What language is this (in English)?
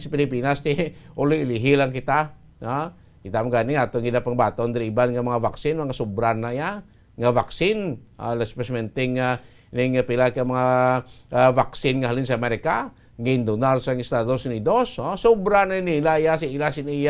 Hiligaynon